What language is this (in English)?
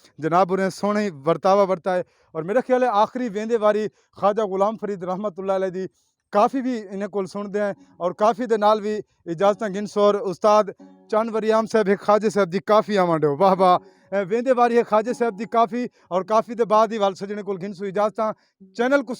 Saraiki